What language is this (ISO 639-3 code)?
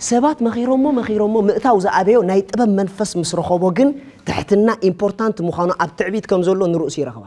tir